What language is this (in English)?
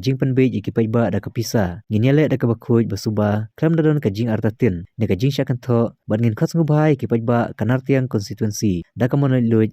Khasi